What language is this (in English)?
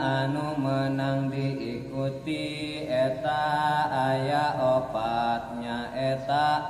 Sundanese